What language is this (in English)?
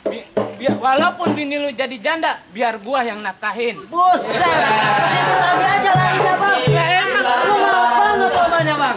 Betawi